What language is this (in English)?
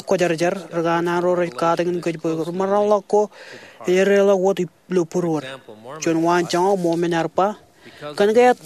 Marshallese